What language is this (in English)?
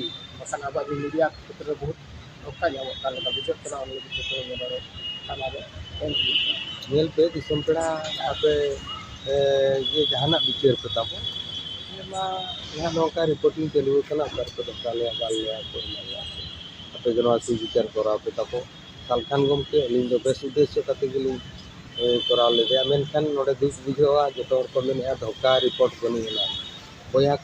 Santali